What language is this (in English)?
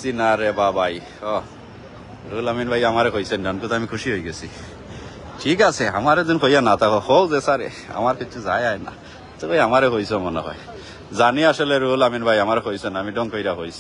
Sylheti